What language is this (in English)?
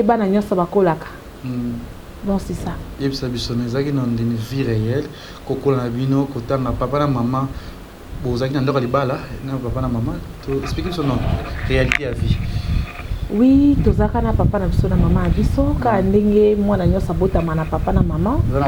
Lingala